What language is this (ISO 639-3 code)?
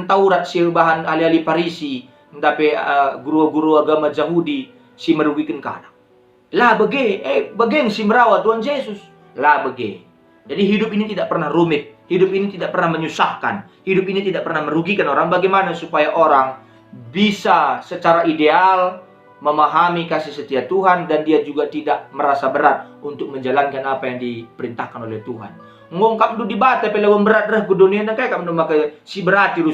btx